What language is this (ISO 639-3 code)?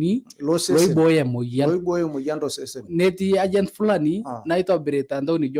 mas